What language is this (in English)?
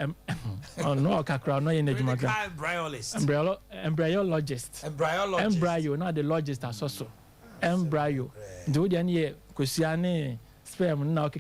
Akan